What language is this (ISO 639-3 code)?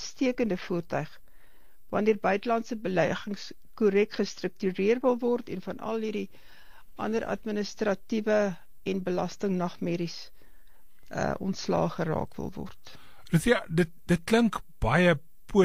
afr